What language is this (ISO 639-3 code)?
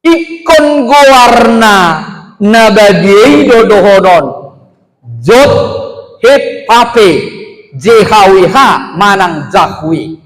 bbc